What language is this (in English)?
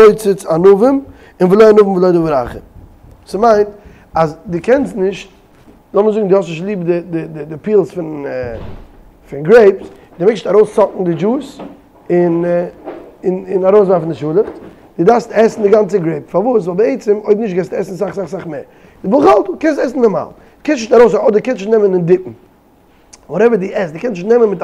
Yiddish